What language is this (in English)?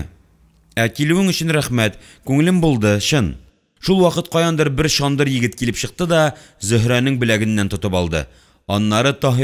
Tatar